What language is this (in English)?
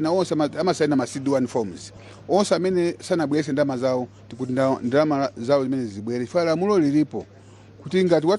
Nyanja